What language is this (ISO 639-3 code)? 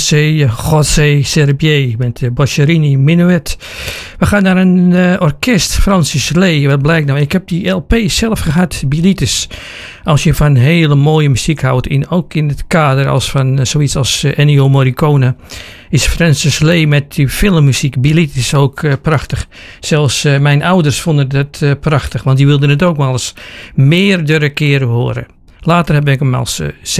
nld